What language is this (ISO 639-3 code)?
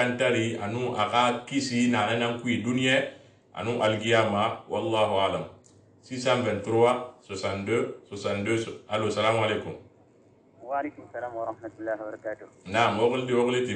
sus